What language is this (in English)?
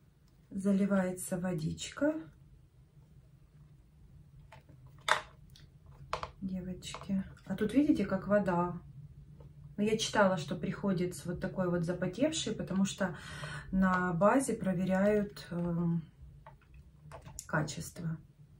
Russian